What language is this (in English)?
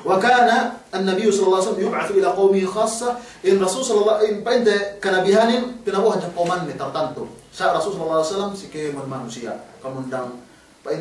Yakan